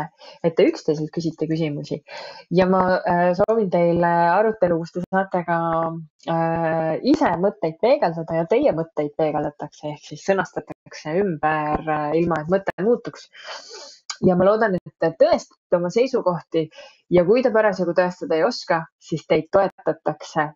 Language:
Estonian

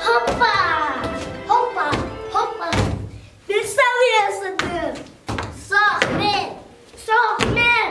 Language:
Yakut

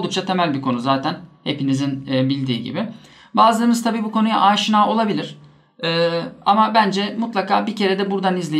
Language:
Turkish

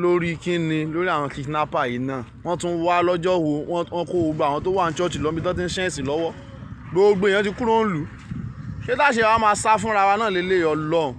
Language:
Yoruba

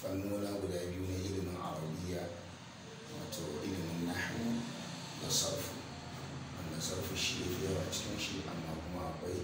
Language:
Hausa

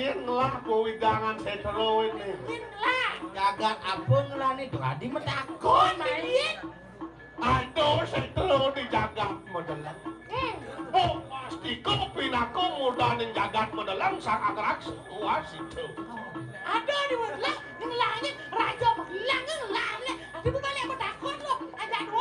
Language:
Balinese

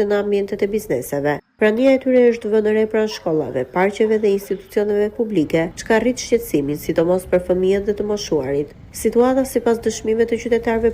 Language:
Albanian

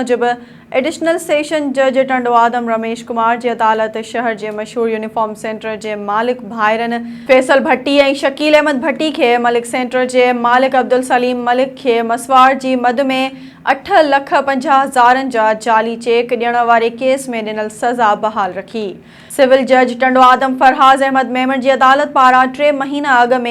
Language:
Sindhi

